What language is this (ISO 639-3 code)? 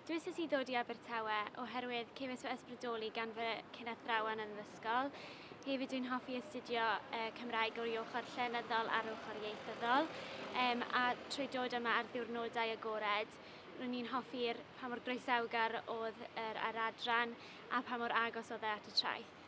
cym